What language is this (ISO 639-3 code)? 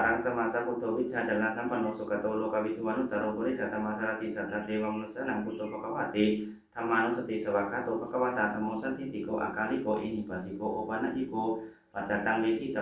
pli